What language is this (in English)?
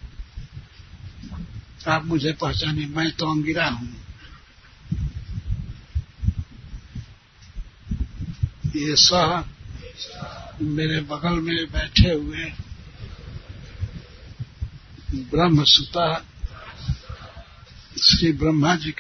Hindi